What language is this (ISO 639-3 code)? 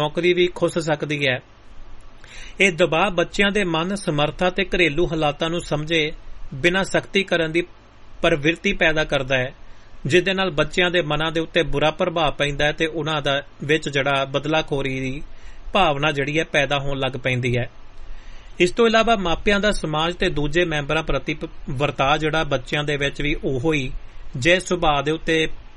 pan